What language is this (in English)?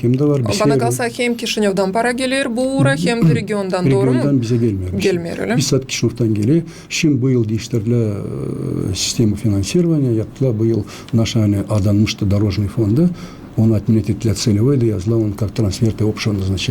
Gagauz